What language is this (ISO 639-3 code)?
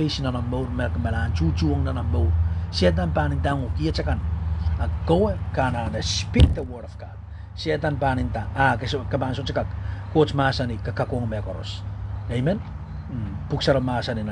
pon